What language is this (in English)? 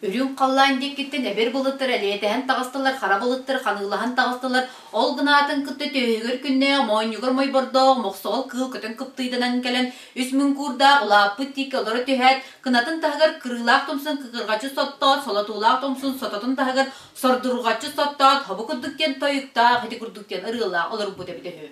Yakut